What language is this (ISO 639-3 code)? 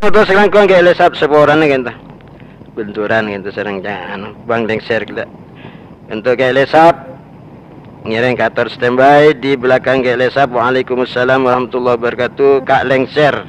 mad